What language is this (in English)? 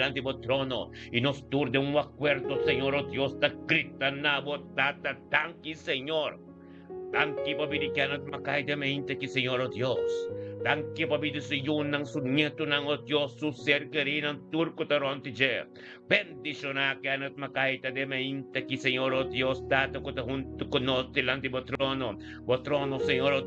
Papiamento